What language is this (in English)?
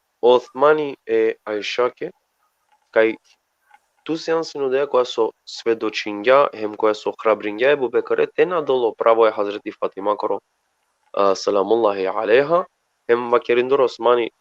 Balkan Romani